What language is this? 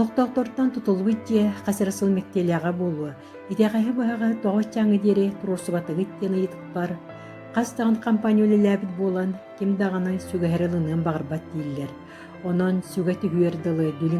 Yakut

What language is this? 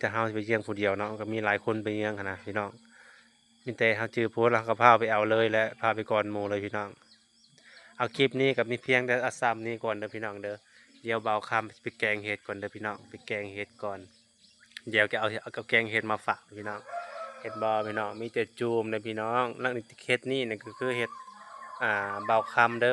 Lao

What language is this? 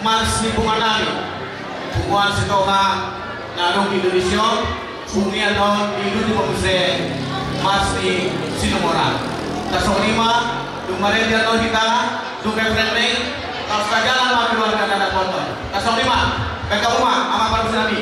Batak Toba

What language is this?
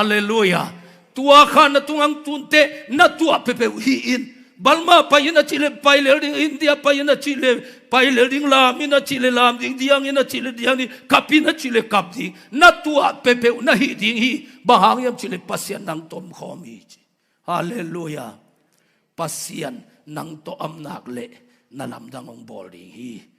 Tedim Chin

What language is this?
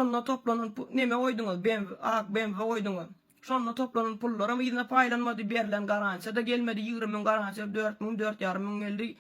Turkmen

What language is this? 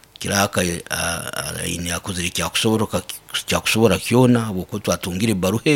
Nyoro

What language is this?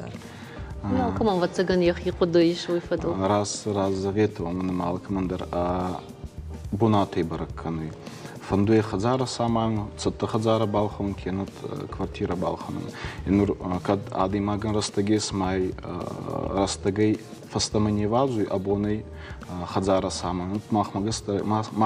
Ossetic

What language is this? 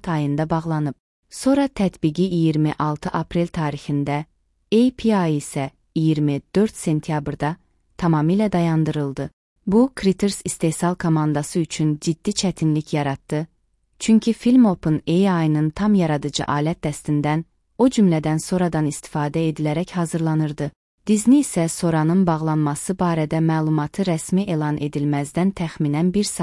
Azerbaijani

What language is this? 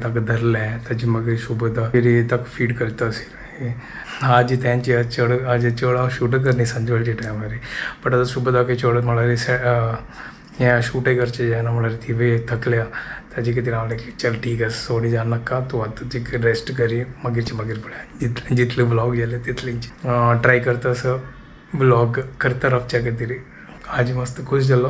Konkani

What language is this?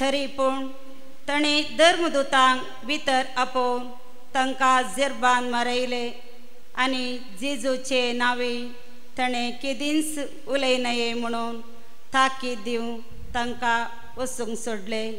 Konkani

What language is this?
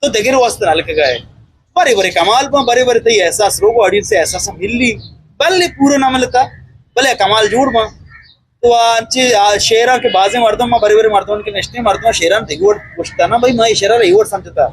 Eastern Balochi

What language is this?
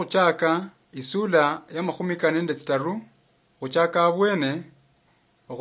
Luyia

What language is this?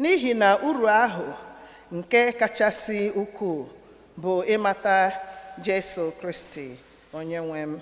Igbo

